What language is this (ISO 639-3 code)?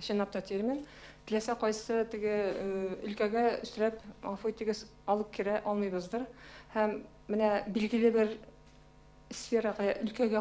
tat